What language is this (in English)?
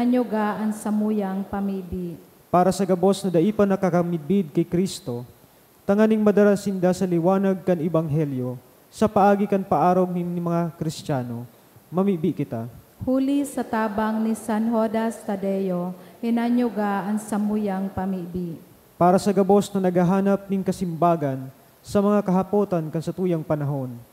Bikol